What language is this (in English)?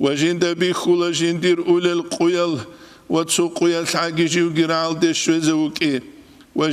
Avaric